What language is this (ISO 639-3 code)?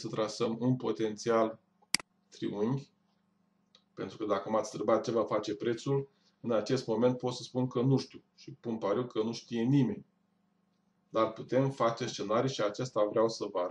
ron